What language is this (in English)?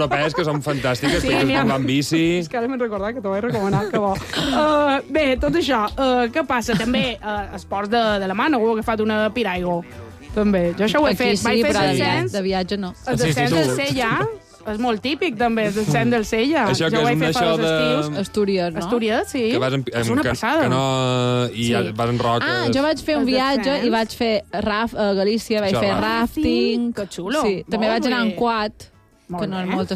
Catalan